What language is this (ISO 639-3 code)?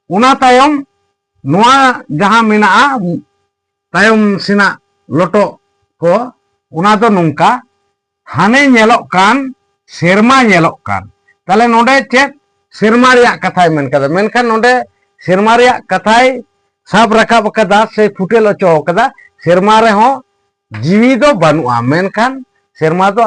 sat